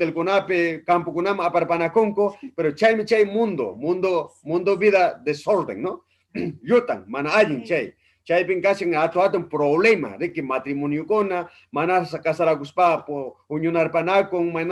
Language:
Ayacucho Quechua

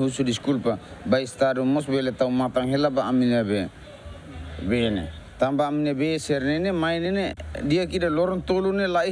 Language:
Tetum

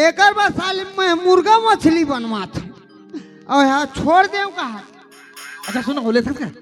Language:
Chhattisgarhi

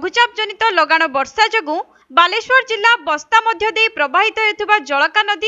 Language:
Odia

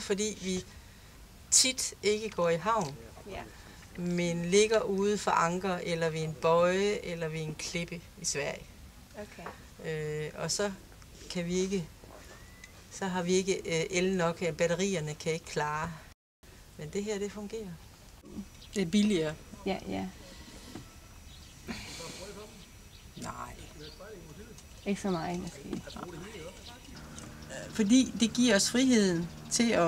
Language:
Danish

